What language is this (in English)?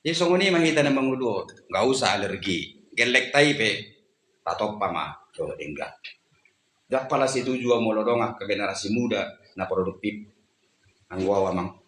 Batak Toba